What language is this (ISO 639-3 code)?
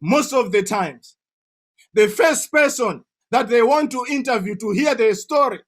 eng